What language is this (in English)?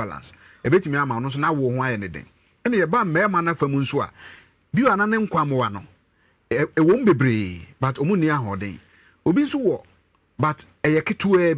Akan